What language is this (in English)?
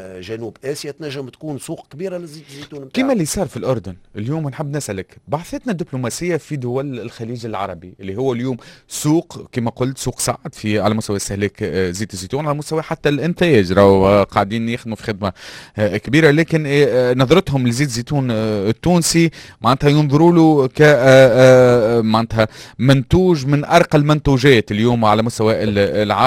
Tunisian Arabic